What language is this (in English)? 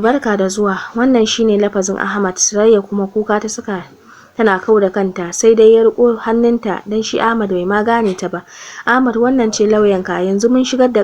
Hausa